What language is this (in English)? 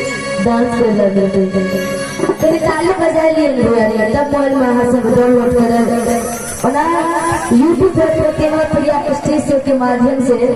Maithili